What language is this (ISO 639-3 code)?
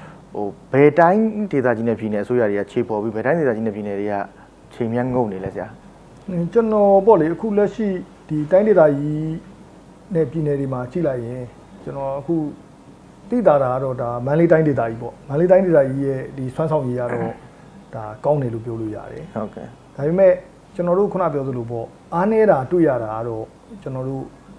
mya